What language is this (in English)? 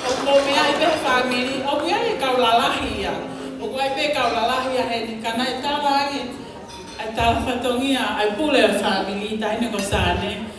Tongan